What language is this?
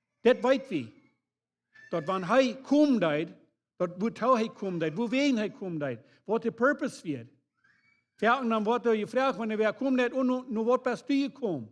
Plautdietsch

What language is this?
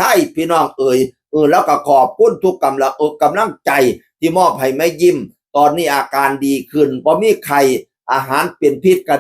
Northeastern Thai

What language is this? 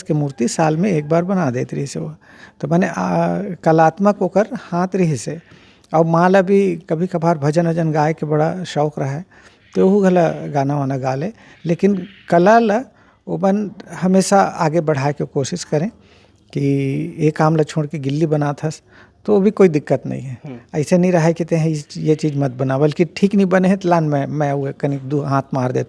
Chhattisgarhi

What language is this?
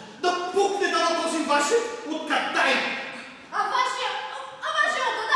Bulgarian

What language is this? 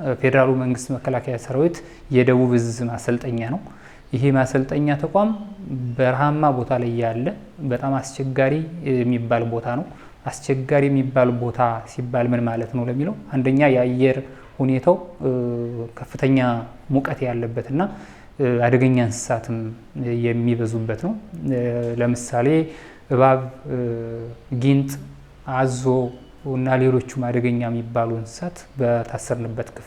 Amharic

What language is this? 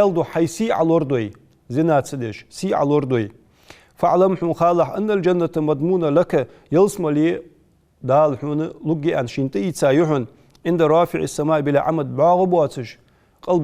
Ingush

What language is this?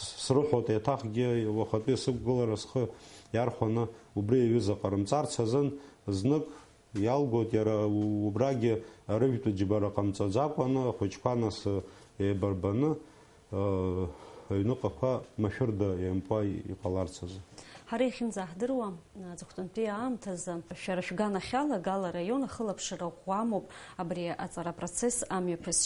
Abkhazian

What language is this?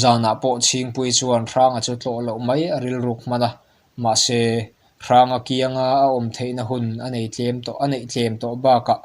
Mizo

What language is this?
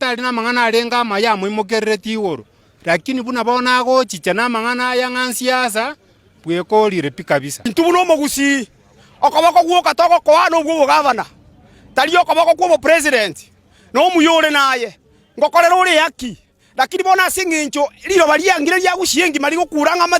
Gusii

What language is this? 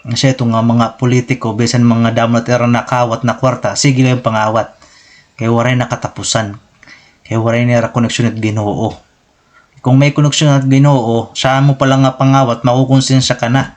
Waray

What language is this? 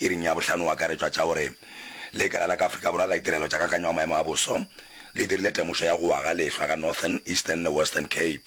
Northern Sotho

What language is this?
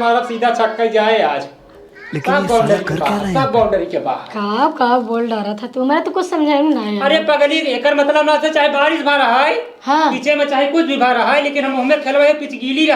Awadhi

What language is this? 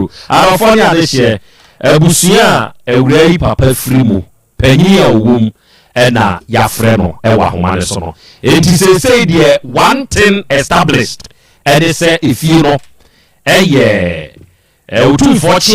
Akan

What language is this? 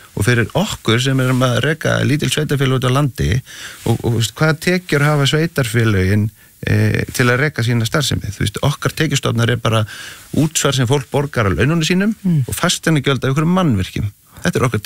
Icelandic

